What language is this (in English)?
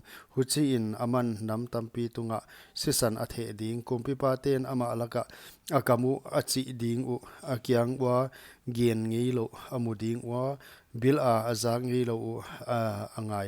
Paite Chin